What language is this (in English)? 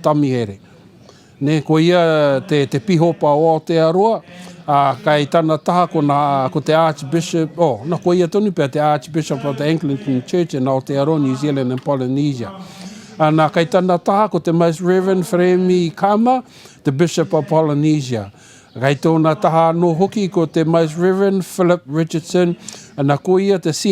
Māori